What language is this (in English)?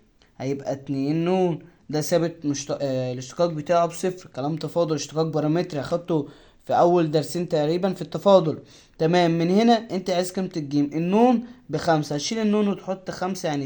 Egyptian Arabic